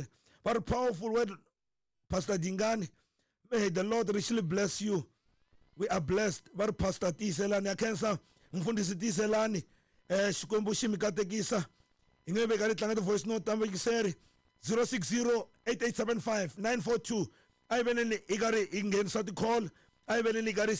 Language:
Tsonga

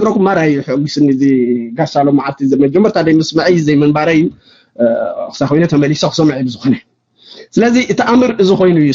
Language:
Tigrinya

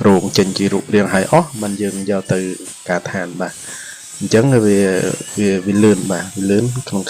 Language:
Khmer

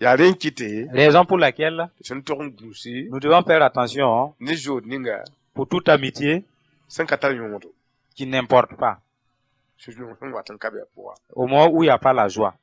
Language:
Mossi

